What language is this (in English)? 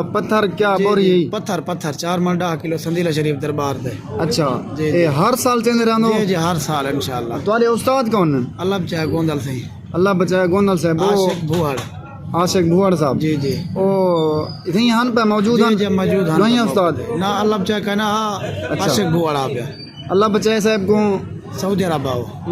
Saraiki